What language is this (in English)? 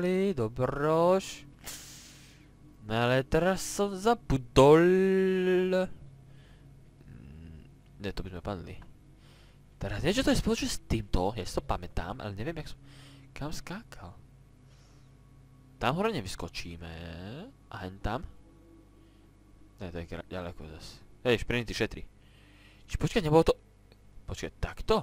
Slovak